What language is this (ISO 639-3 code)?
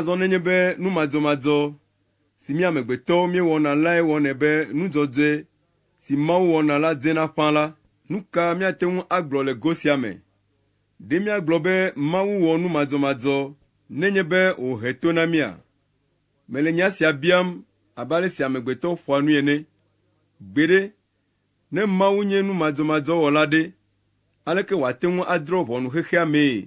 ewe